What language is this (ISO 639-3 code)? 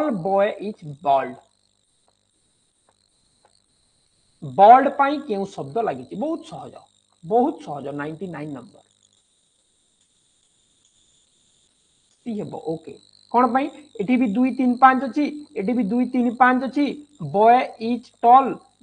ori